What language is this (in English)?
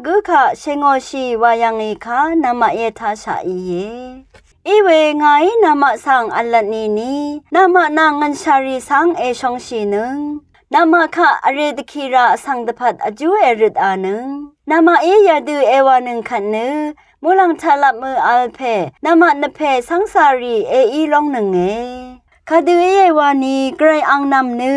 Rawang